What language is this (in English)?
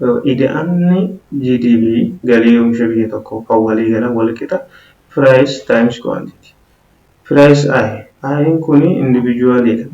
Oromo